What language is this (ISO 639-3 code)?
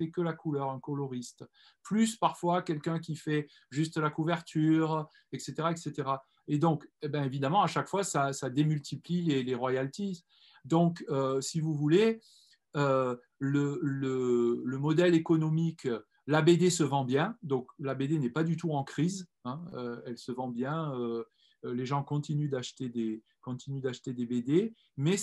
fra